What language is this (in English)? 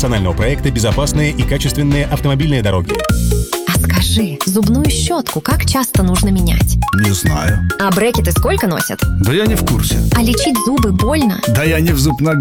Russian